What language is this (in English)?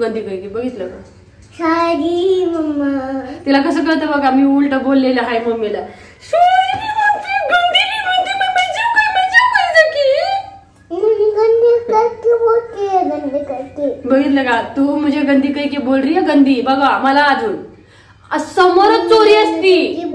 Marathi